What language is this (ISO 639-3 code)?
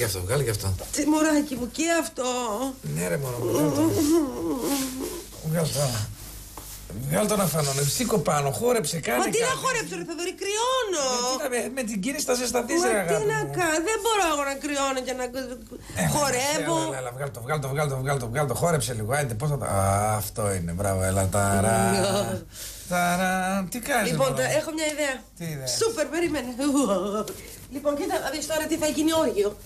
ell